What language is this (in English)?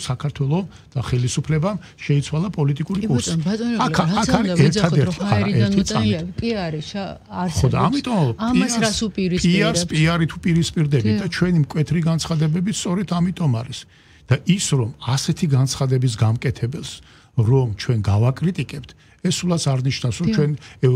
Georgian